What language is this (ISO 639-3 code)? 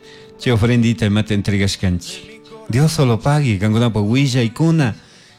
qug